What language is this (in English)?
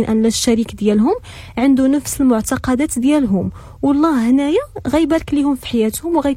Moroccan Arabic